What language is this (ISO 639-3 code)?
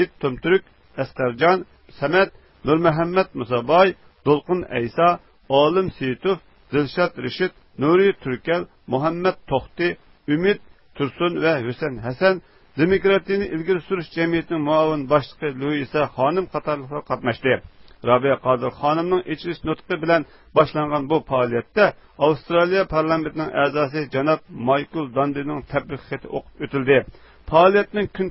uig